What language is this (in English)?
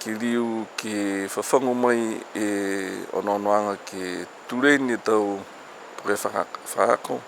Niuean